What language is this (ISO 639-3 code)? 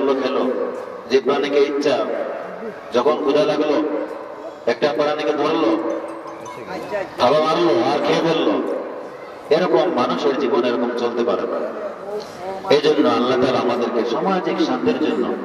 ben